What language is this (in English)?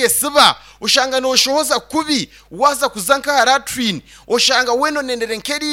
Nyankole